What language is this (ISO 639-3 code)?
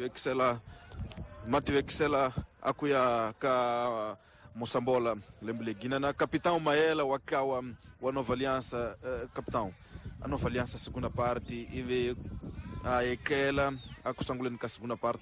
tso